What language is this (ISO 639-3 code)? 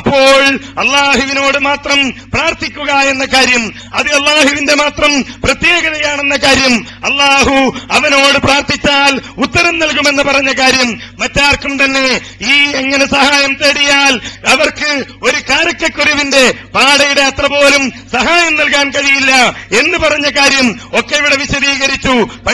mal